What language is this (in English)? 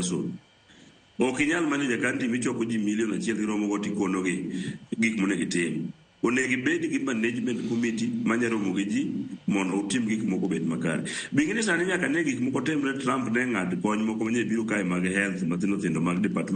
Luo (Kenya and Tanzania)